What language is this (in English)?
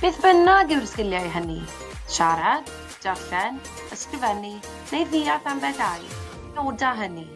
Welsh